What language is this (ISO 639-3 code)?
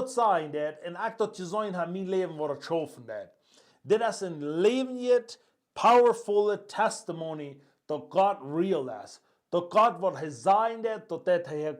pdt